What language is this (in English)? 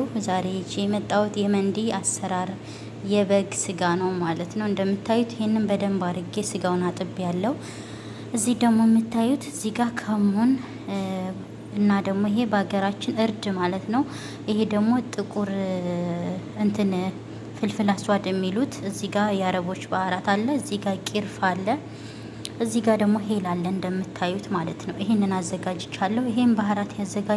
Amharic